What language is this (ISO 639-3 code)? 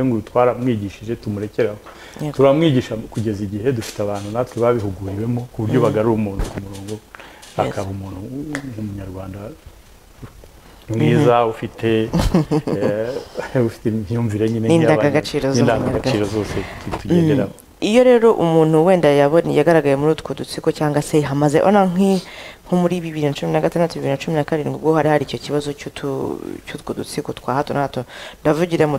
kin